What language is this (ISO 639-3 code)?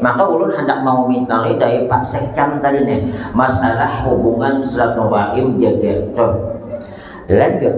bjn